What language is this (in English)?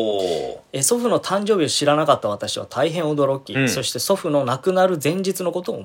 Japanese